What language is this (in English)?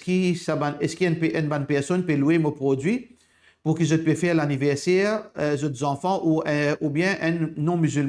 Morisyen